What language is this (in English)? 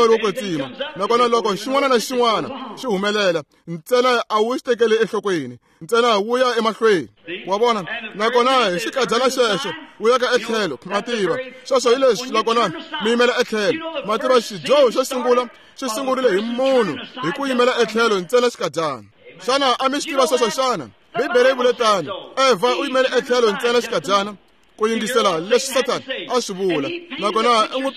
Tsonga